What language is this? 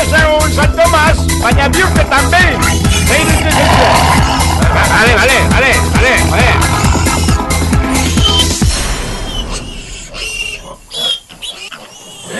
Basque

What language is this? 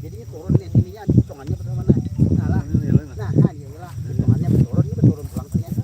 Banjar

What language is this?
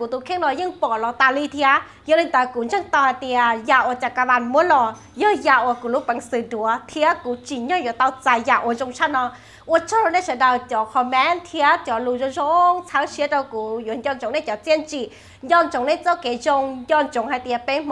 Hmong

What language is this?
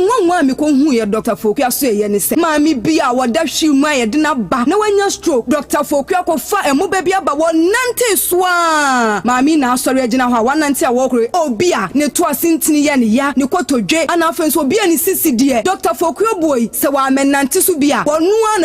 Akan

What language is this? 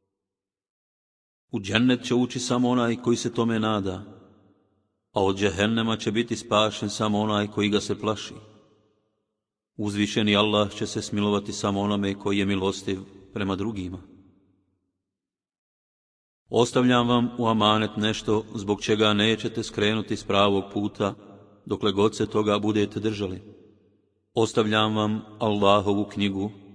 Bosnian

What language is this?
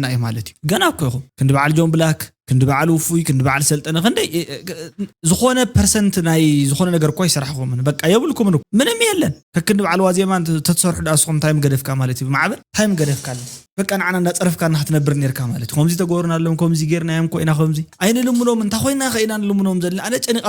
Tigrinya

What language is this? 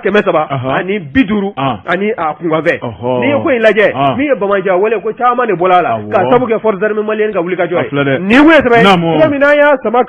Bambara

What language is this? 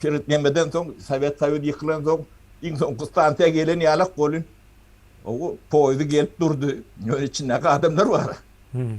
Turkmen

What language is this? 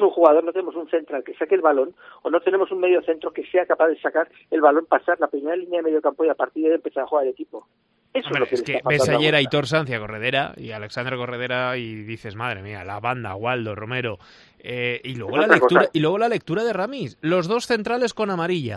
Spanish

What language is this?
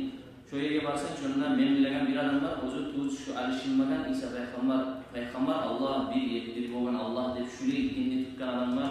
Kumyk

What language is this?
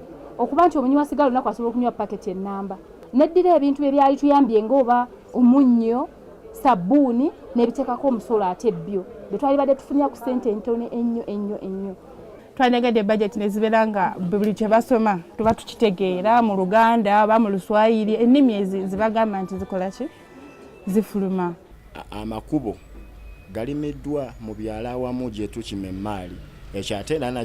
Ganda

